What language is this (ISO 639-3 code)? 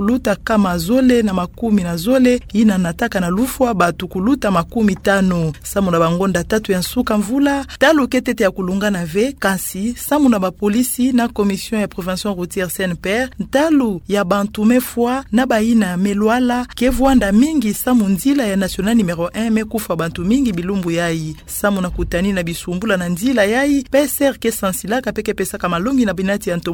ktu